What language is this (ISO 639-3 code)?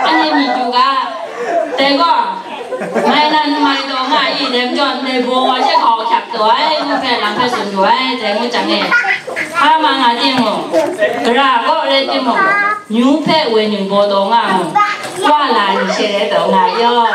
kac